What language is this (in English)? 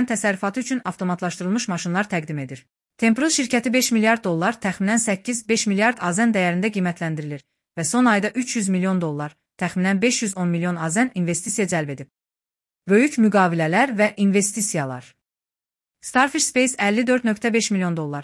Azerbaijani